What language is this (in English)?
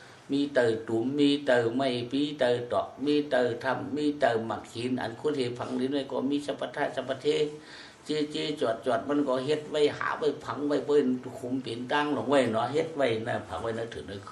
Shan